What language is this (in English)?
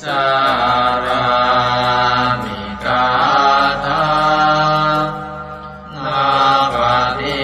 Pali